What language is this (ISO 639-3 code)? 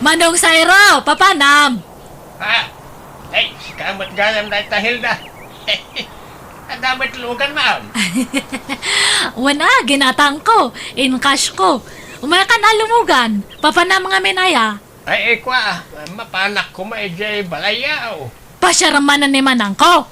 ilo